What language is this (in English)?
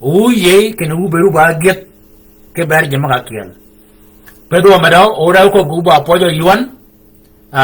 Shilluk